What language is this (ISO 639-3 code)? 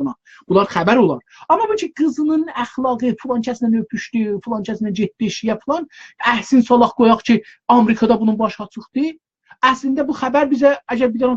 azb